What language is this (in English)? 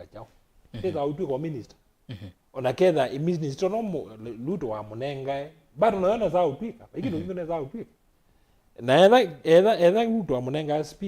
Kamba